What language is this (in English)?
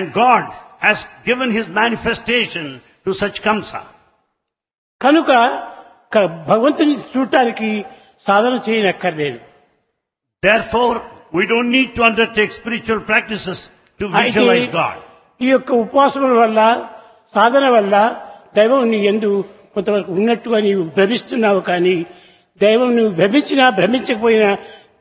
Telugu